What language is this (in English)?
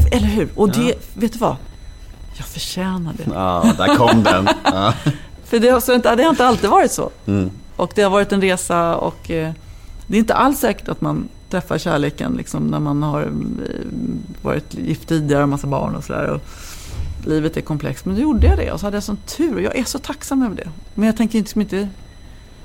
Swedish